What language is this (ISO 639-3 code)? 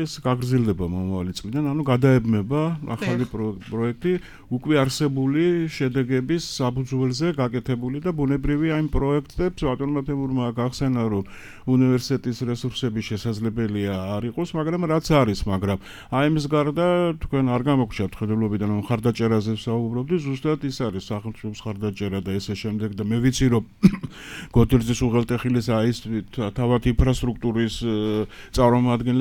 kat